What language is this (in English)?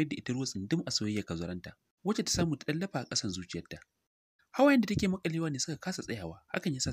Hausa